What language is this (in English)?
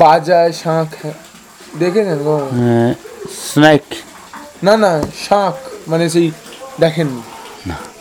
Bangla